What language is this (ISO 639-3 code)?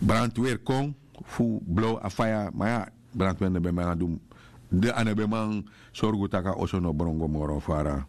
srn